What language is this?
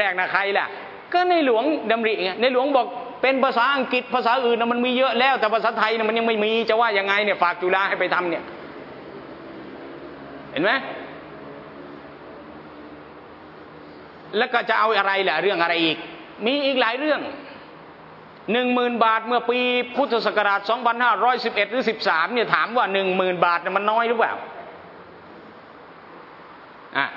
Thai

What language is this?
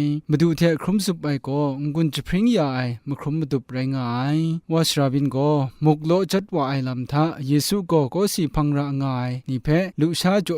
Kachin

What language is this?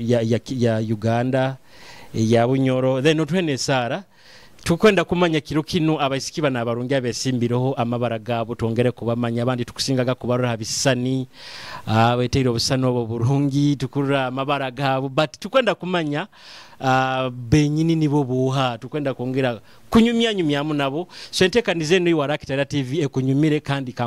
Nyoro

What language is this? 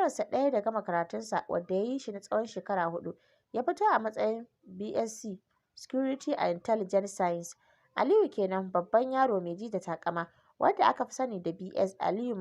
Hausa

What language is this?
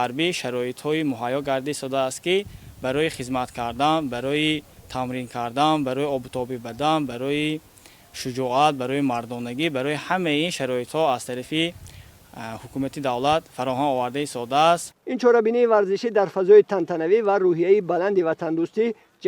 Tajik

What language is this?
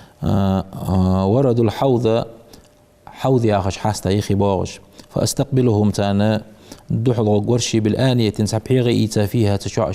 Ingush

